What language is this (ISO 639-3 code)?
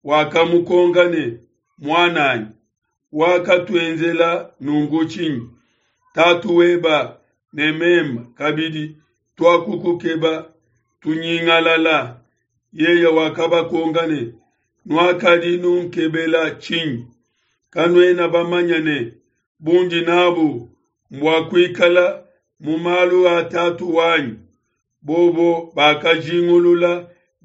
lua